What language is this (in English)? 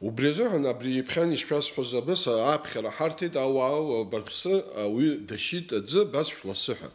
Abkhazian